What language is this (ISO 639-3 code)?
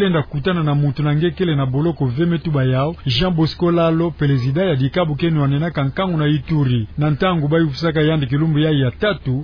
ktu